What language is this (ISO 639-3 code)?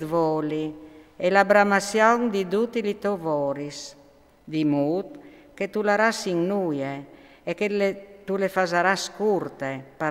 fur